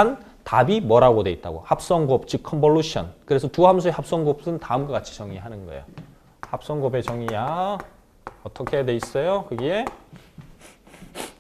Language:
Korean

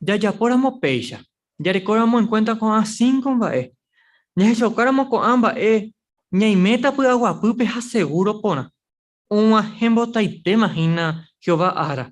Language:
Guarani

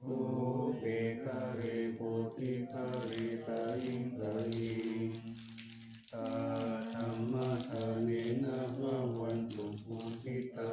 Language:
Pali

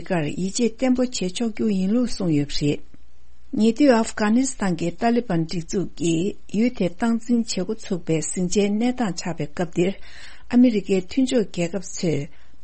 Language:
Tibetan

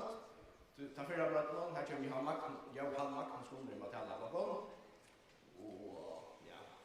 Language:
Faroese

